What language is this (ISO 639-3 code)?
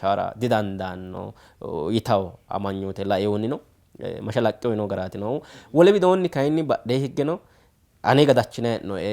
sid